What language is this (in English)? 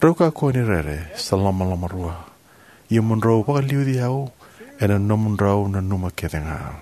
Fijian